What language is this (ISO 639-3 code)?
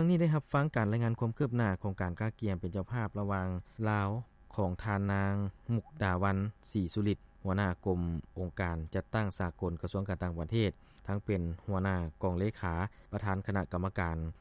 lao